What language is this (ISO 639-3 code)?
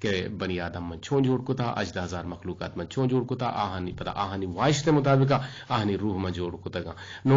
bgp